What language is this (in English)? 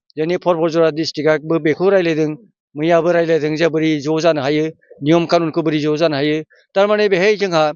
Bodo